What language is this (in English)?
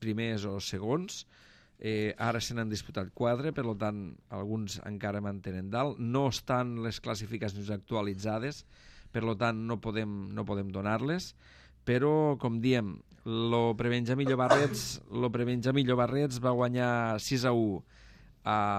Catalan